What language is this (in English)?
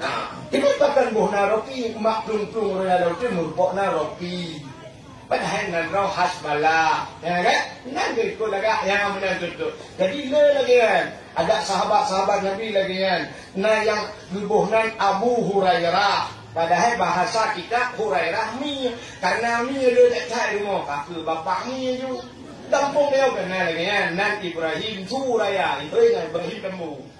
Achinese